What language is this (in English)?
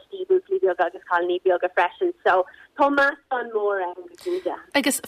Irish